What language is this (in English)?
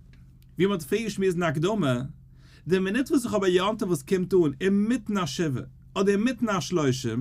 Yiddish